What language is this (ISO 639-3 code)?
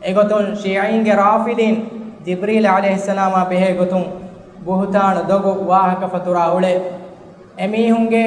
div